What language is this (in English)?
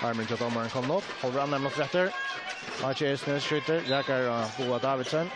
Faroese